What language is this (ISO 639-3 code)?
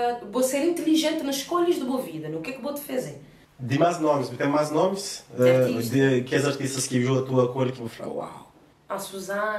kea